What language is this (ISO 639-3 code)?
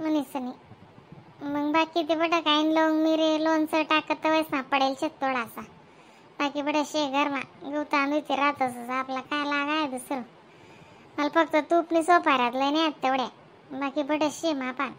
khn